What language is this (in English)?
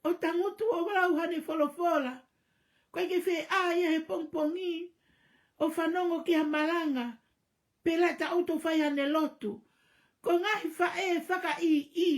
Tongan